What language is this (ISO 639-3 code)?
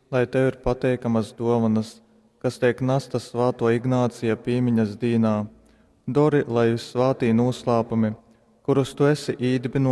ltg